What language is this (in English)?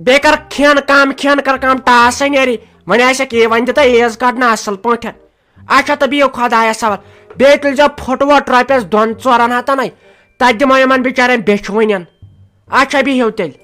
Kashmiri